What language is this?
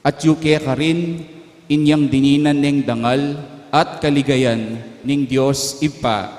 Pampanga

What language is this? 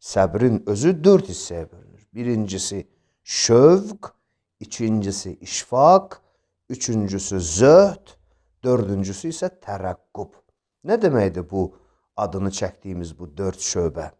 Azerbaijani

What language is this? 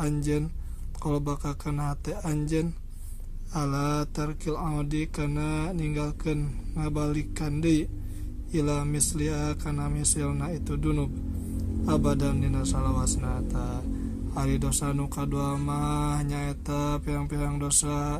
Sundanese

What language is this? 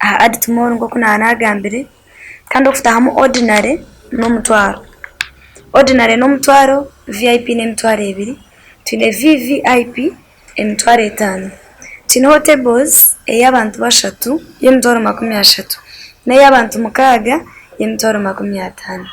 Nyankole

